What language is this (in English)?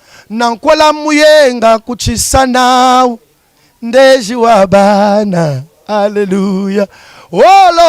Lingala